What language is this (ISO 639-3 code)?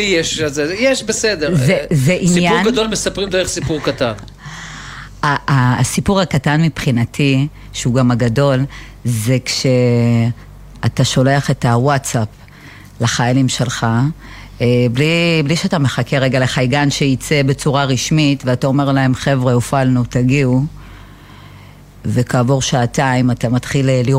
heb